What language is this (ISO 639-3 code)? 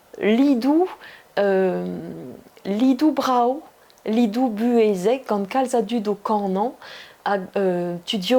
bre